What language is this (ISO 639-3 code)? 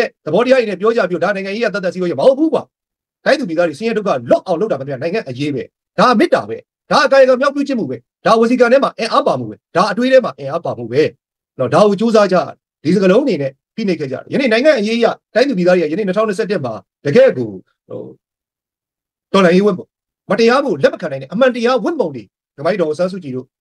mya